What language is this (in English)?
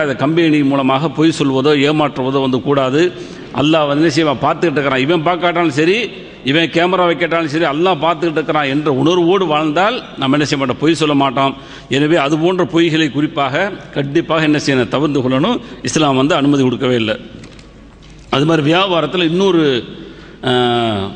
Tamil